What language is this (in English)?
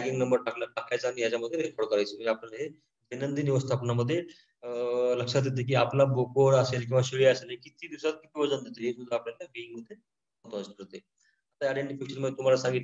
Marathi